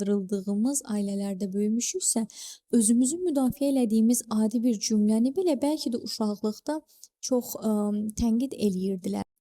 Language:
Azerbaijani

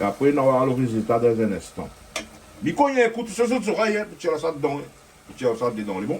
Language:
Réunion Creole French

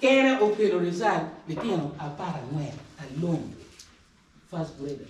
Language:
Acoli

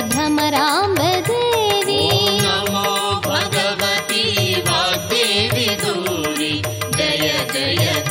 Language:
Kannada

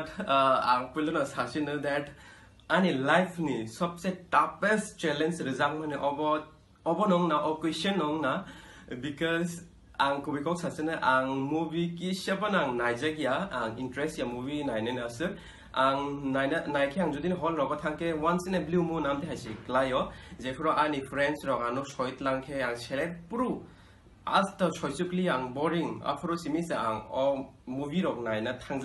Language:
Kok Borok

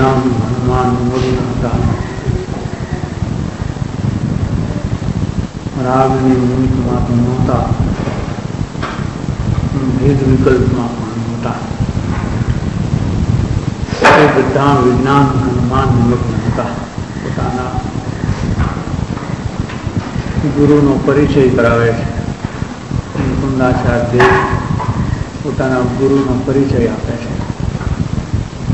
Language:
Gujarati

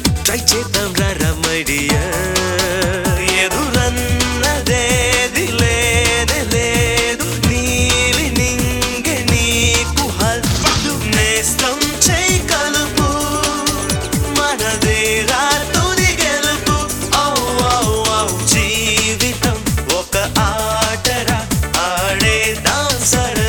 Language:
Telugu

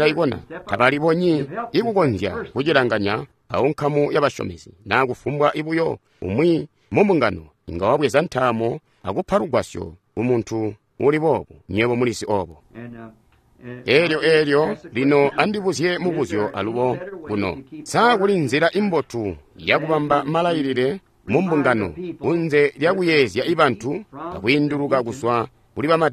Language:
Tonga (Zambia)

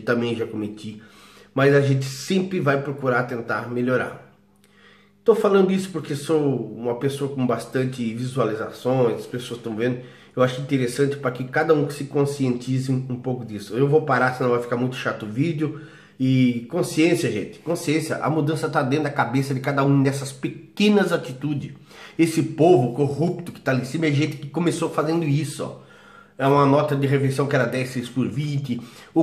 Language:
Portuguese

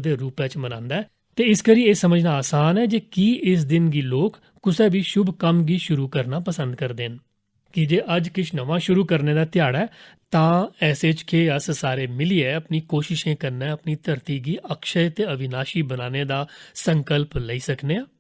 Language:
Dogri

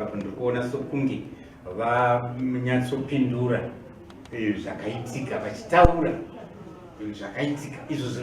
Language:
Shona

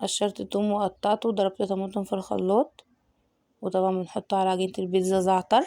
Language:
Egyptian Arabic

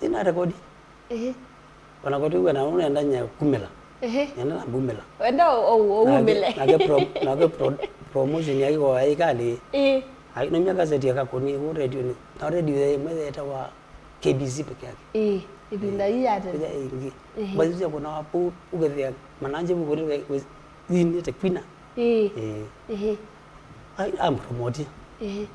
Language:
Kamba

